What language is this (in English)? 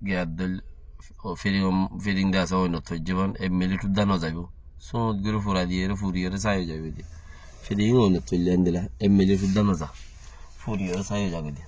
Rohingya